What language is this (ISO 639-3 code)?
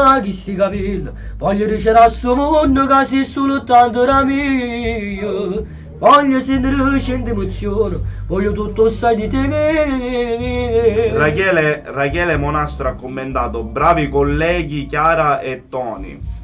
nap